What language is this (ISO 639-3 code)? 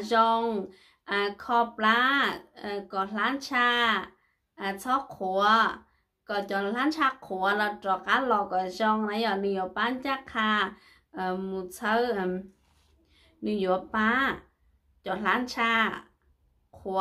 vie